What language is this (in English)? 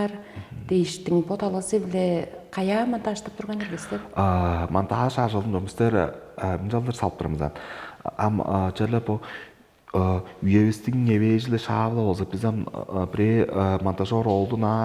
Tuvinian